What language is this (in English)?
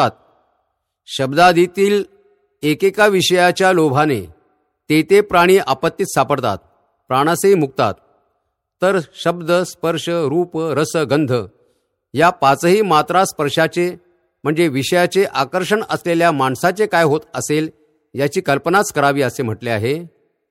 Marathi